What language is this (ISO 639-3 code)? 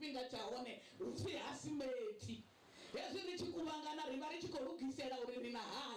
ven